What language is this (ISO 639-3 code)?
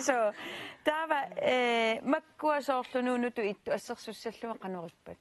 kal